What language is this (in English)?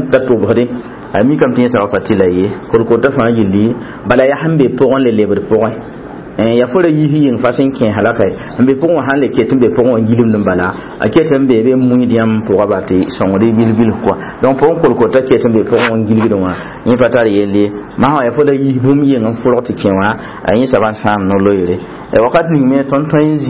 Mossi